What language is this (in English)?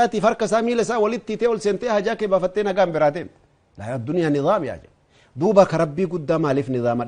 Oromo